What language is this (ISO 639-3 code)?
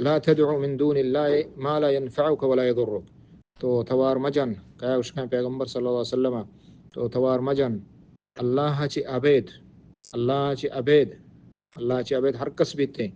bal